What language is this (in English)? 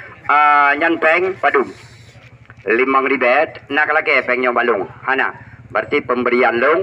Achinese